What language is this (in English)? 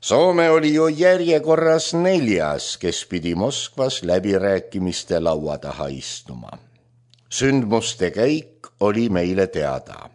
Estonian